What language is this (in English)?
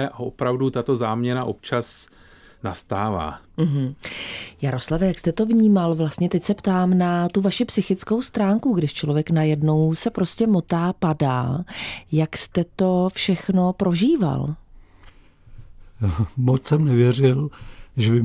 Czech